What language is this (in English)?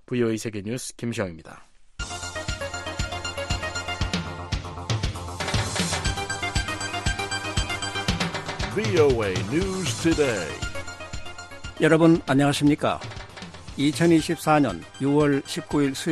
Korean